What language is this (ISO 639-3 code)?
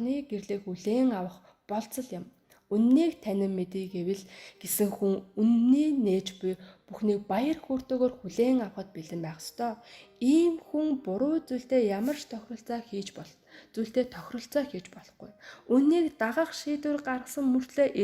mon